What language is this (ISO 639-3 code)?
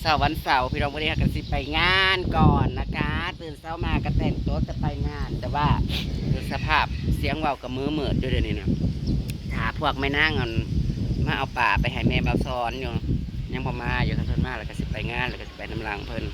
tts